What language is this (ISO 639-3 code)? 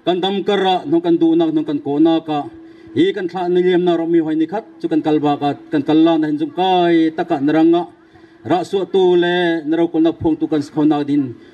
bgr